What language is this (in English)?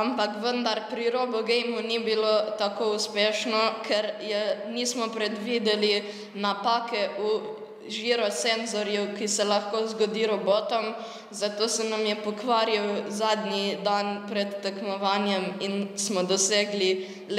Slovenian